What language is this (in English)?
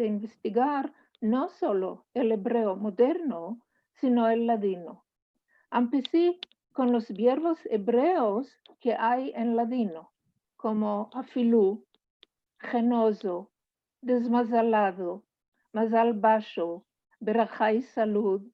Ladino